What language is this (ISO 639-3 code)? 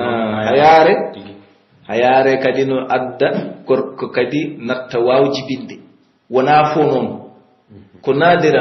fuf